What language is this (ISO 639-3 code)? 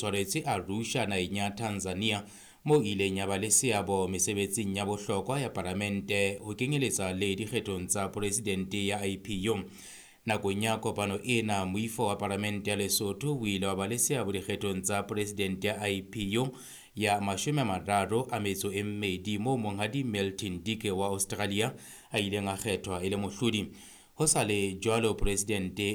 sot